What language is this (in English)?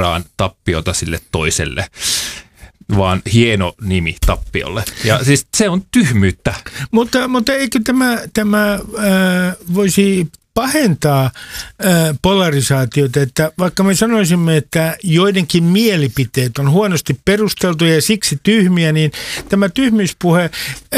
Finnish